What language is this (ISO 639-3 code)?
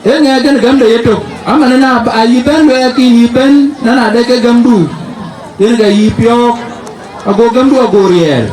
din